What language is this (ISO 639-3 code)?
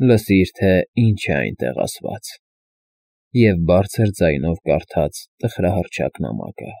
hye